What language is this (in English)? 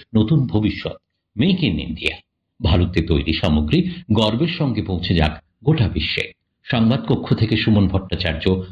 Bangla